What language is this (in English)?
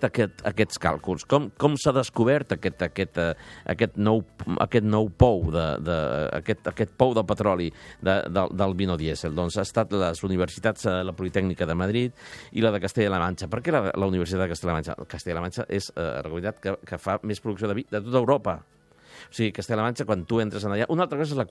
Catalan